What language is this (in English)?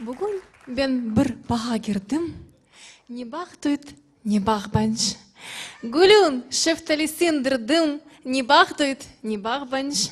Crimean Tatar